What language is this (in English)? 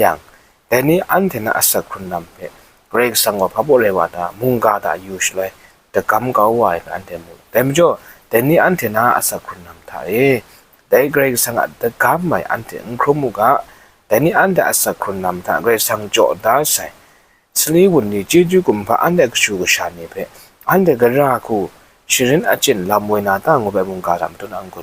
Kachin